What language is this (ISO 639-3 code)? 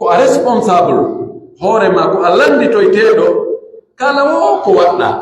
fuf